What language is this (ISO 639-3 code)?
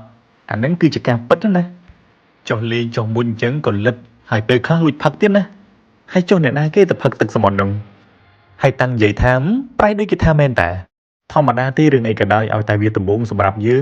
khm